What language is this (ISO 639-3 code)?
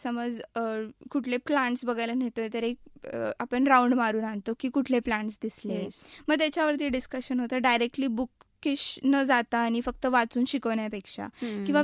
mar